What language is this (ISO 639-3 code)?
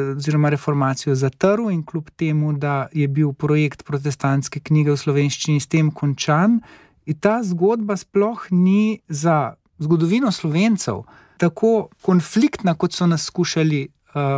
slv